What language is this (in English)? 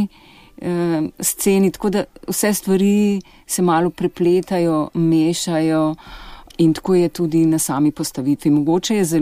Slovenian